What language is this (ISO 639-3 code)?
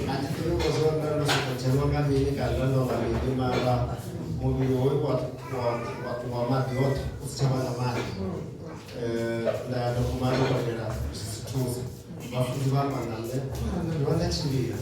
ven